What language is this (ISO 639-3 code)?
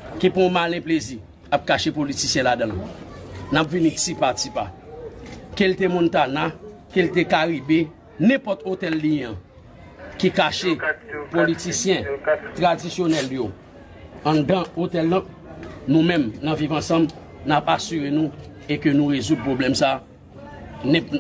hat